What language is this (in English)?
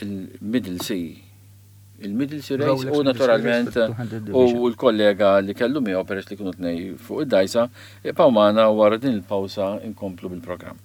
Maltese